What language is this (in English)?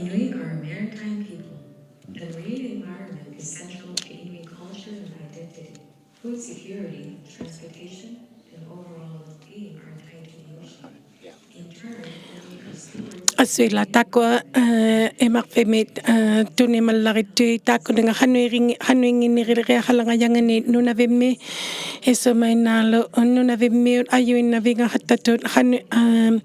Inuktitut